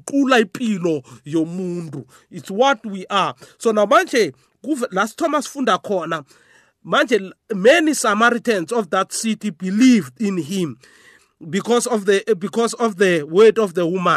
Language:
South Ndebele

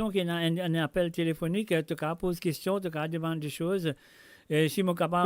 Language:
Morisyen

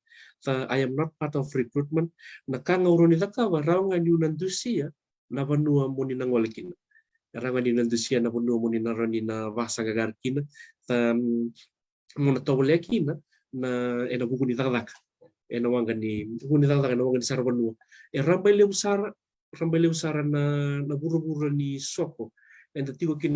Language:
Fijian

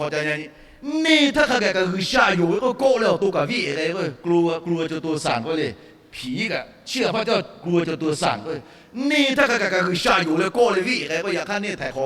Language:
Lahu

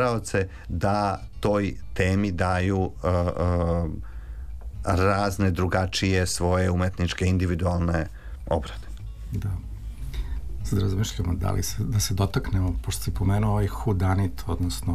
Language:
Serbian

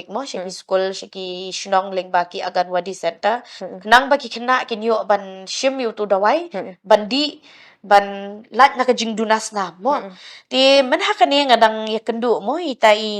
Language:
Khasi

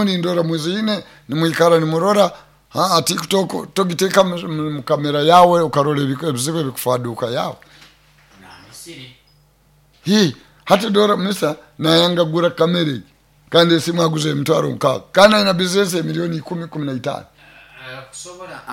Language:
Nyoro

